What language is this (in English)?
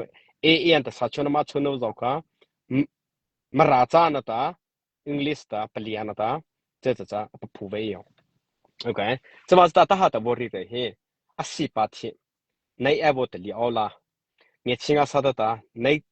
Mara Chin